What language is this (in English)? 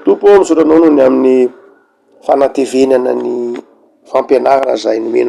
Malagasy